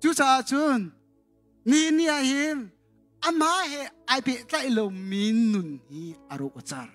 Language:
Hakha Chin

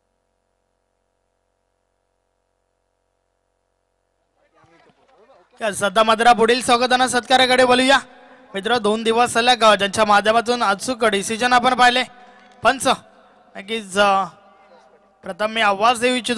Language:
Marathi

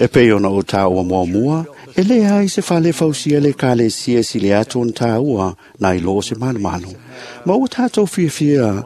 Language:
Samoan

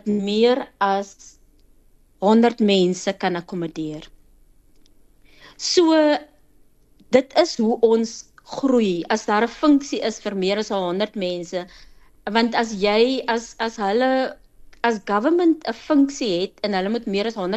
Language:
Afrikaans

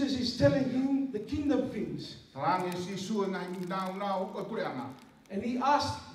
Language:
Tongan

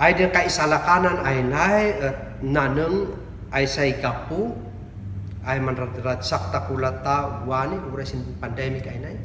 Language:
Kankanaey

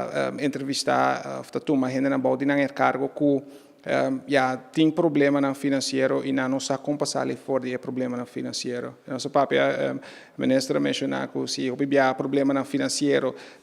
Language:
Papiamento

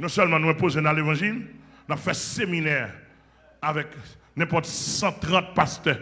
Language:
Haitian Creole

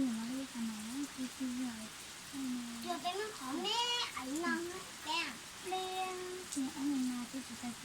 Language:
Hmong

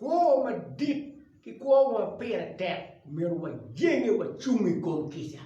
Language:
Acoli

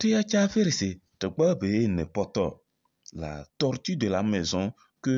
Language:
Kabiyè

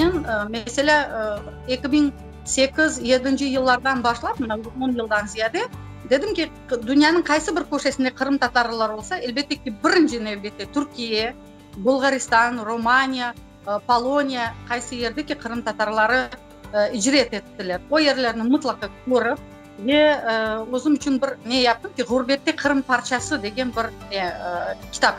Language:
Crimean Tatar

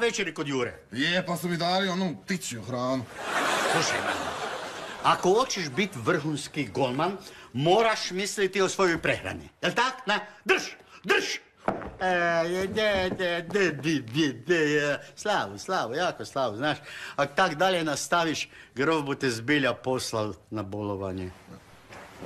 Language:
Croatian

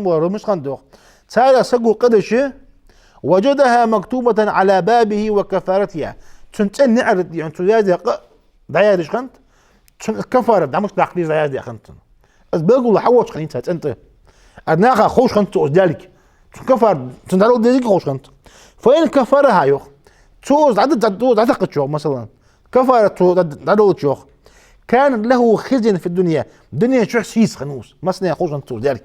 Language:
Ingush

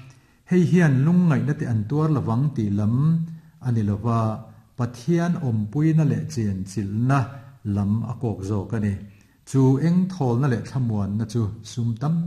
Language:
Mizo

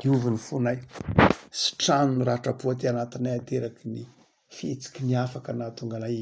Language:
Malagasy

